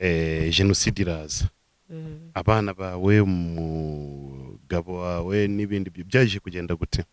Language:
Kinyarwanda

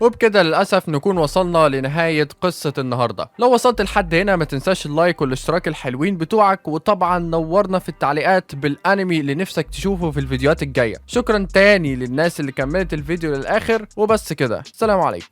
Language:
Egyptian Arabic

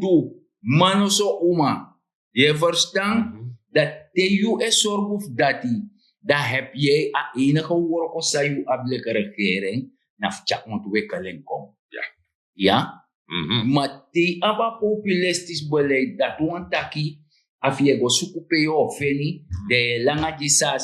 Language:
Sranan Tongo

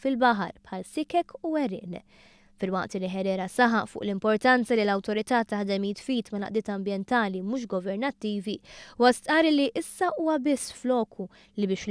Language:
Maltese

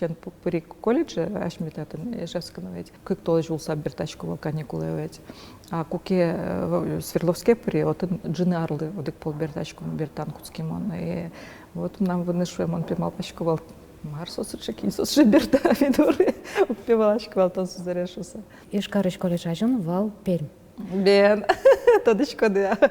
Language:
Udmurt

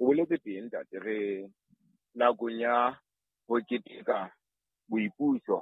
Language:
Southern Sotho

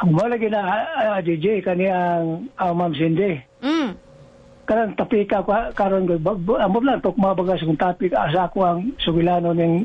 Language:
Cebuano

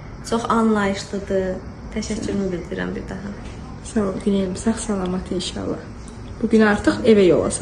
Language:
Azerbaijani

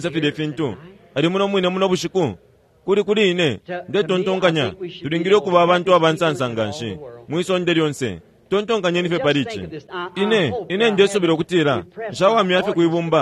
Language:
Bemba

